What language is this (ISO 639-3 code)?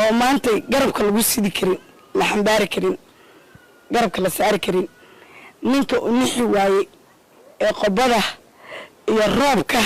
som